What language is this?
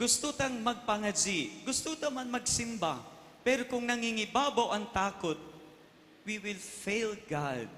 Bikol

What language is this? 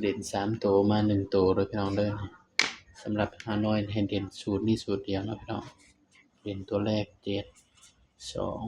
Northeastern Thai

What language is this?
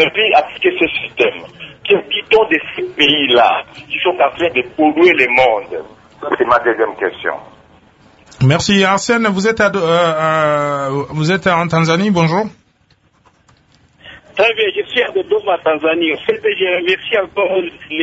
French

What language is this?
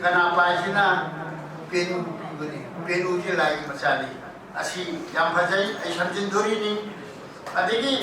Manipuri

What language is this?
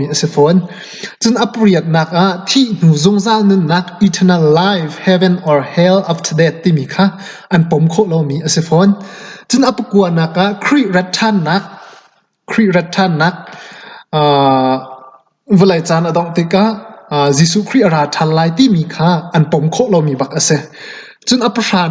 Hakha Chin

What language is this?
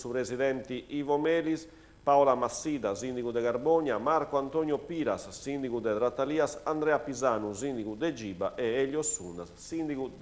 Sardinian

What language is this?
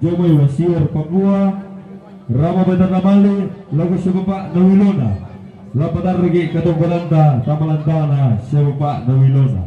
Toraja-Sa'dan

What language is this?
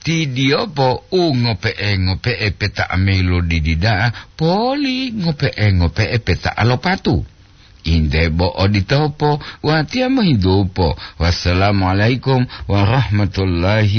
Gorontalo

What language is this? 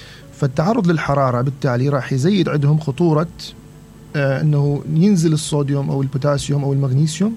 Mesopotamian Arabic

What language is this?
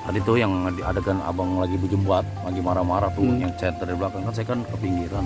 Betawi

